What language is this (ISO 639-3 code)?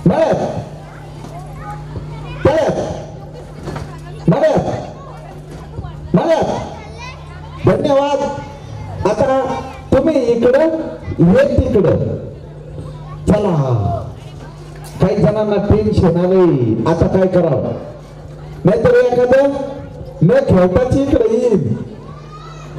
mar